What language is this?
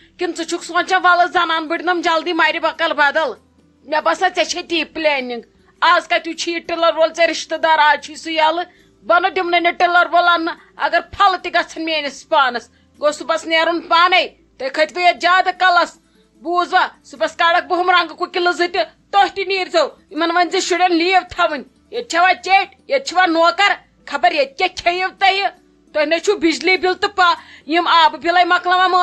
Kashmiri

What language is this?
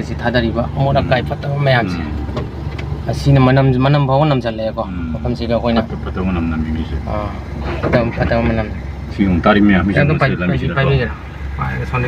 Manipuri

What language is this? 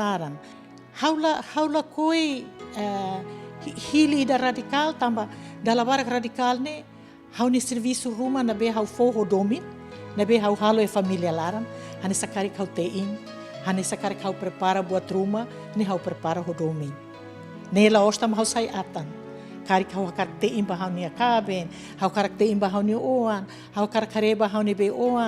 Tetum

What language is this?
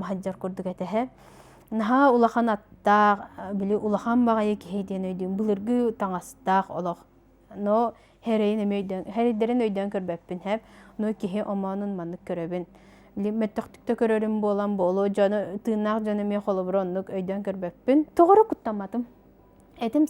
Yakut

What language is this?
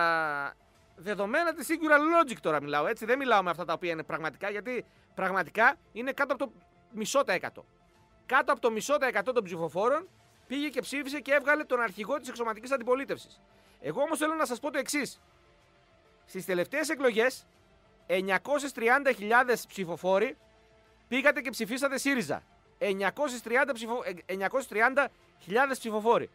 Greek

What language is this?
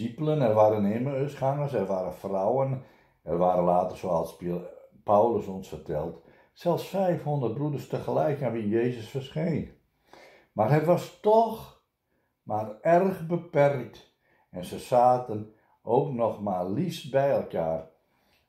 Dutch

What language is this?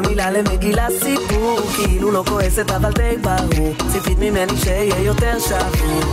Hebrew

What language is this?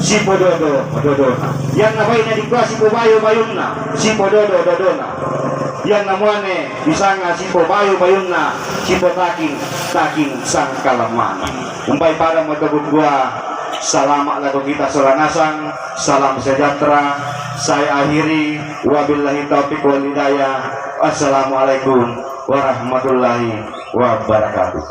Toraja-Sa'dan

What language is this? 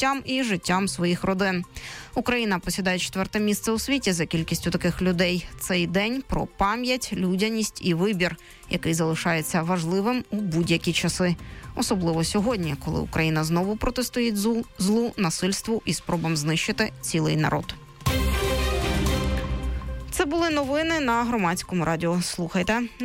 Ukrainian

